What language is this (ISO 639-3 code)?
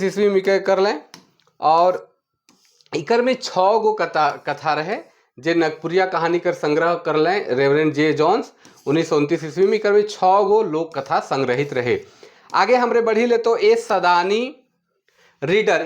sck